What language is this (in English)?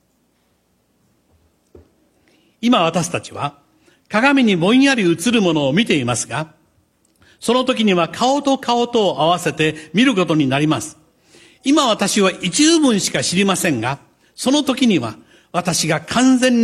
Japanese